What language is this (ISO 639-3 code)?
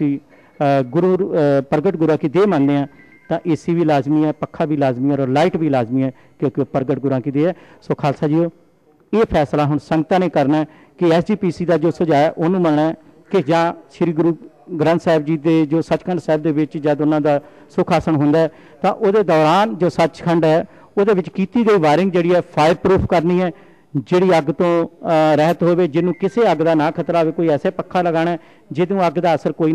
pan